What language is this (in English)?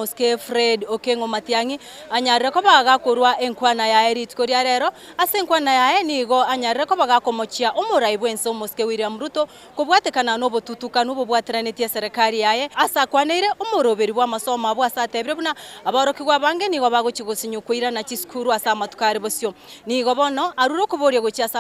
Gusii